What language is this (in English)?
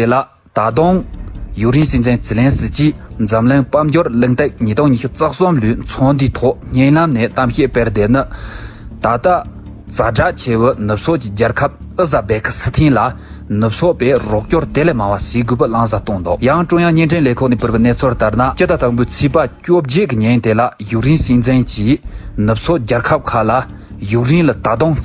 Tibetan